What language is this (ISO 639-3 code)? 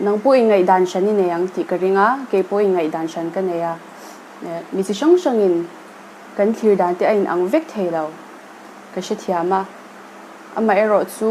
lus